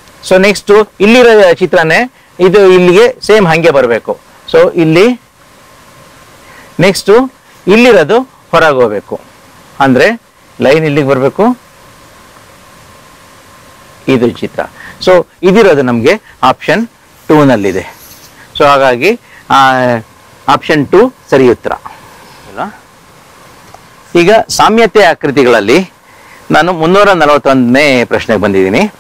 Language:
Kannada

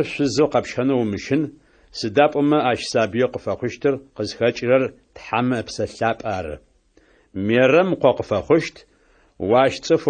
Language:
Adyghe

